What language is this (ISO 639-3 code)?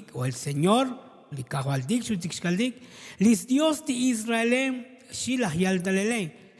tzo